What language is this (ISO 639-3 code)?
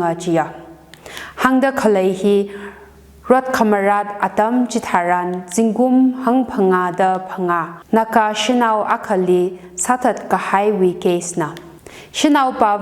nmf